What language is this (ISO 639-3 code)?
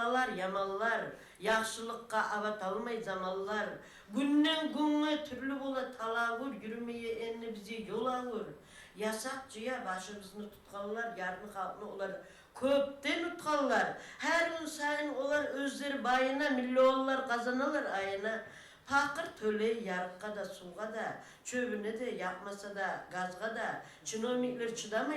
kum